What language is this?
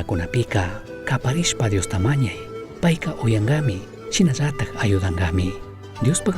Chimborazo Highland Quichua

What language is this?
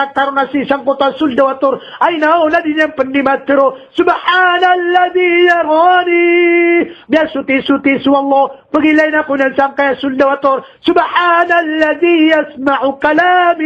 Maranao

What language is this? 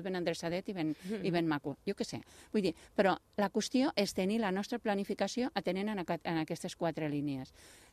Catalan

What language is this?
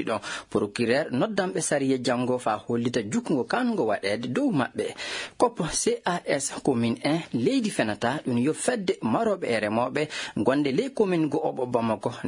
Maasina Fulfulde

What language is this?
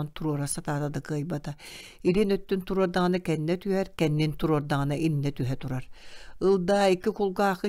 Yakut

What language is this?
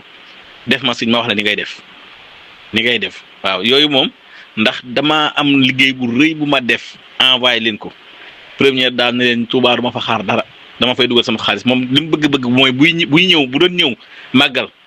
Wolof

